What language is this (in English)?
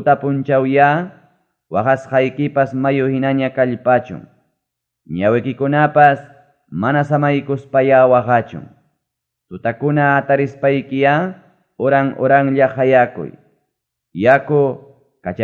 Ayacucho Quechua